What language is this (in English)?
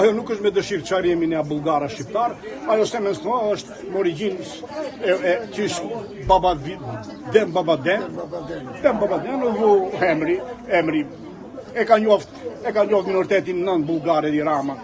Albanian